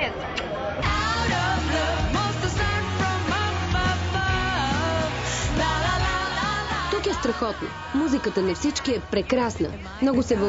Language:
Bulgarian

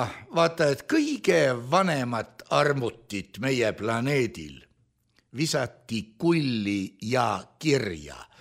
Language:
Estonian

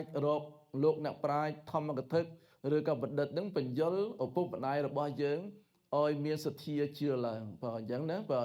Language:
Khmer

